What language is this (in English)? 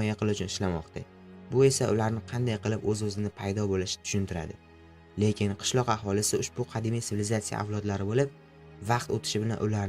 Uzbek